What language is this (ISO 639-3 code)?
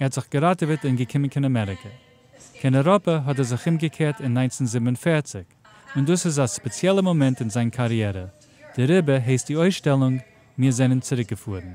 yid